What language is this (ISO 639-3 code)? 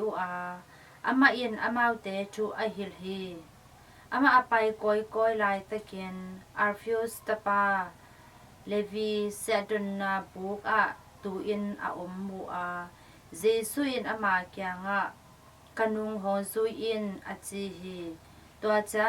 ctd